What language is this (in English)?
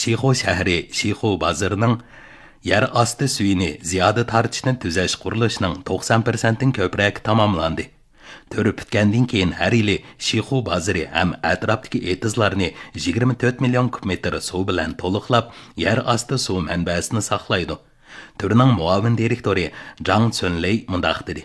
Uyghur